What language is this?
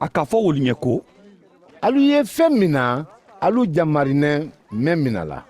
Mandingo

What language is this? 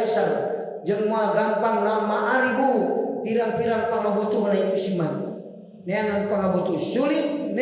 Sundanese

